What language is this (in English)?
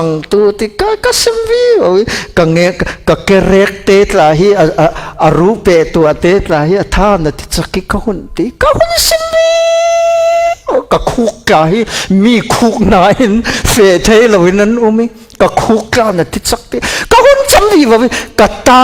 Falam Chin